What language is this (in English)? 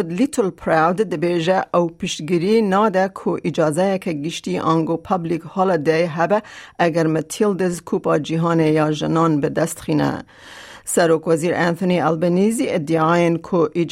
Kurdish